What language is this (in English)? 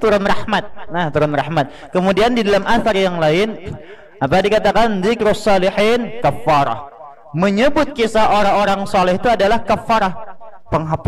Banjar